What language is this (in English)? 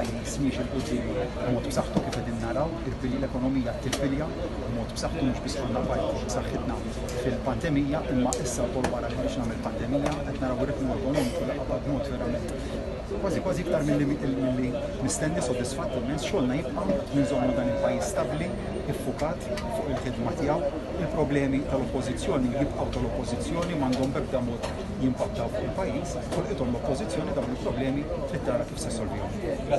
Maltese